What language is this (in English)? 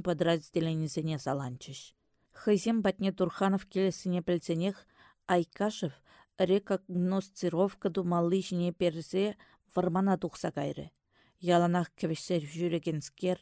Chuvash